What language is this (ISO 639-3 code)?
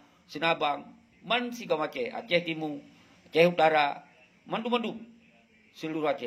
ace